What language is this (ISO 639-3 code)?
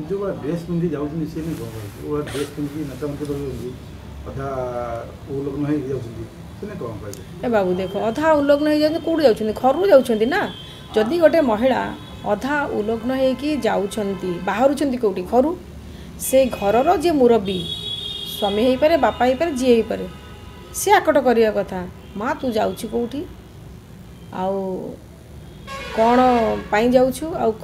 ori